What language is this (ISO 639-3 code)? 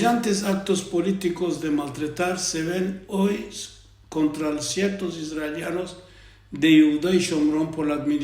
lad